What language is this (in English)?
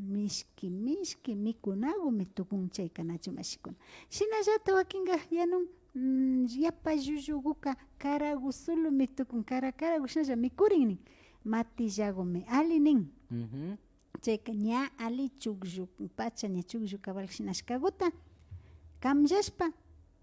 Imbabura Highland Quichua